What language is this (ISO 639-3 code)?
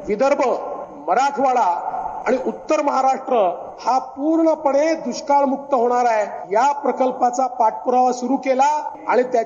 mar